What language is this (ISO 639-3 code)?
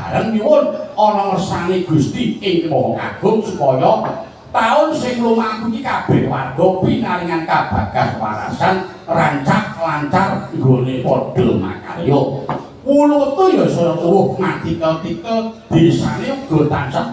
jav